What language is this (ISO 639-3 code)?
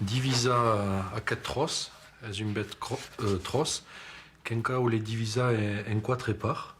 oci